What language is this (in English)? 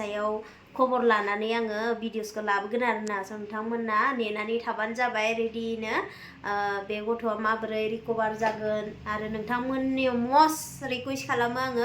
Bodo